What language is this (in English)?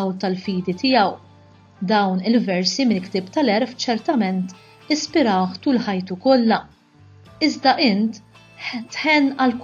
Maltese